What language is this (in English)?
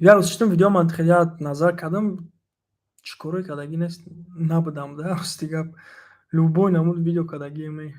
Tajik